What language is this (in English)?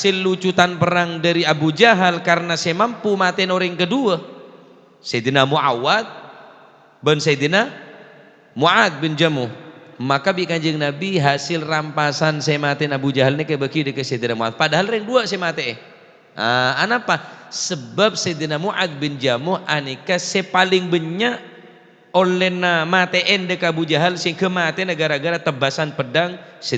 Madurese